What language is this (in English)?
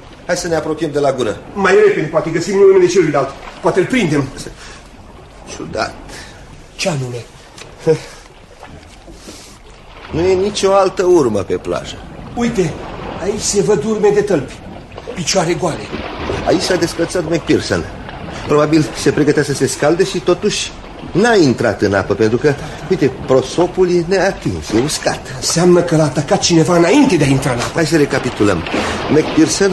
Romanian